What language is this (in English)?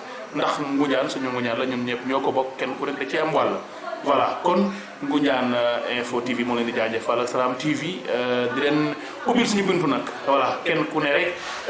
Wolof